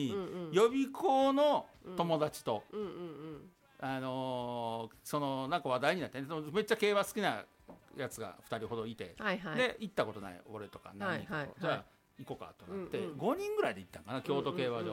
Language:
Japanese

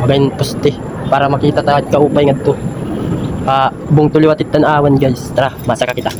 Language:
Waray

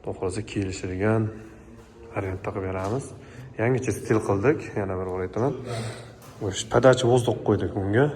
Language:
Uzbek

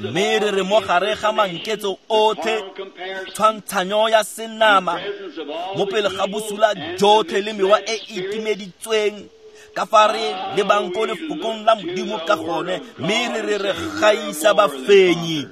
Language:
Tswana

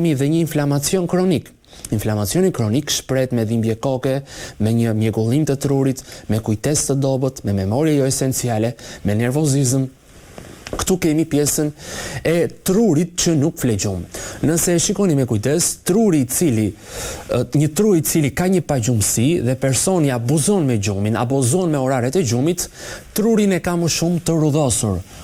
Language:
Albanian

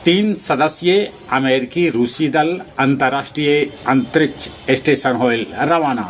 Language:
Magahi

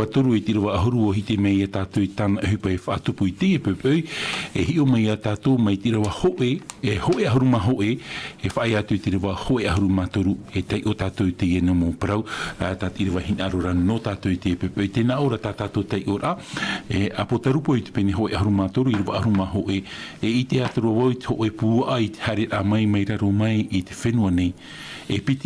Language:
Tahitian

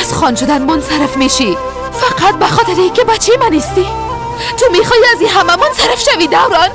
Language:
Persian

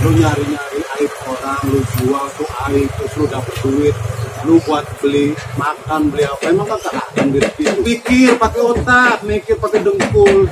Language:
Betawi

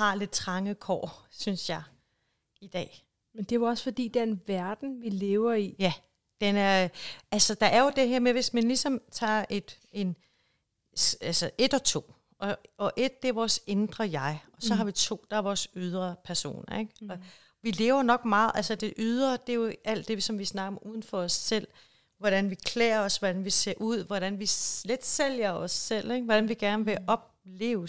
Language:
Danish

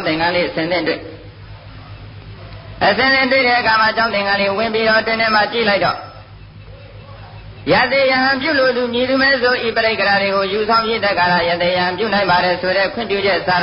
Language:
Burmese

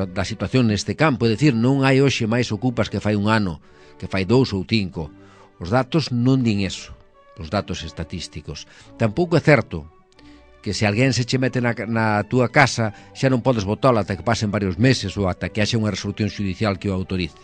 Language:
Galician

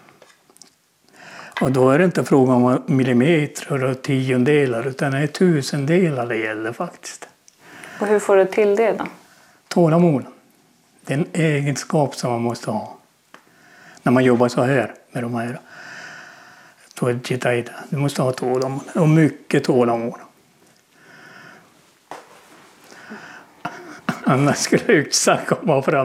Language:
Swedish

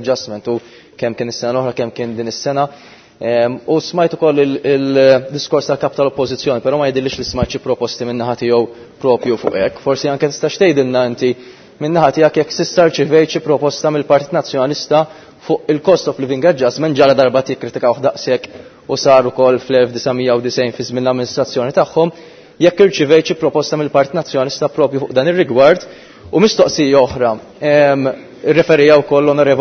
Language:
Maltese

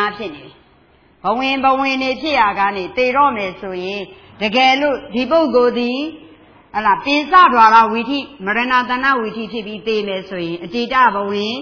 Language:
Burmese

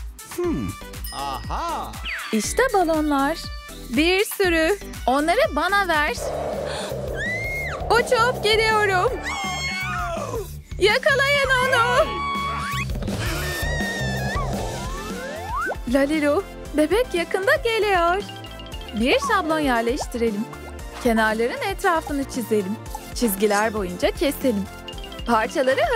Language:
Turkish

